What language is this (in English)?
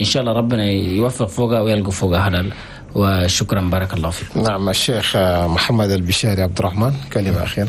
Chadian Arabic